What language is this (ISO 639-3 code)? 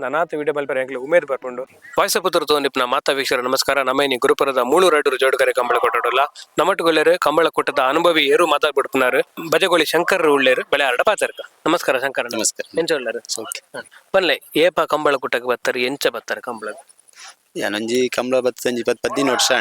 tcy